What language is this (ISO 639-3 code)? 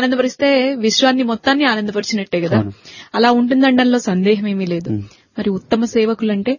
tel